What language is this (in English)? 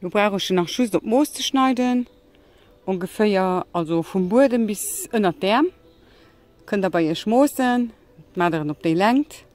Luxembourgish